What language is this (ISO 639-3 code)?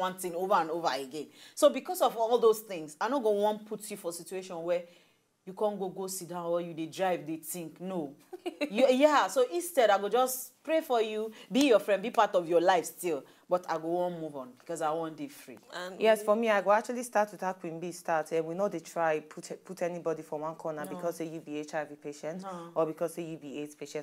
pcm